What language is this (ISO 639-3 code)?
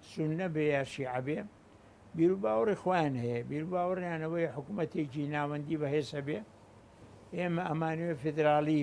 ckb